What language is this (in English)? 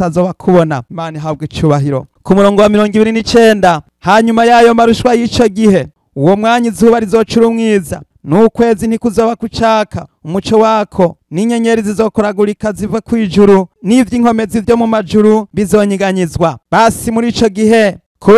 Rundi